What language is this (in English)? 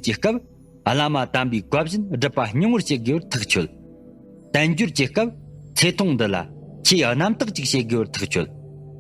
Tibetan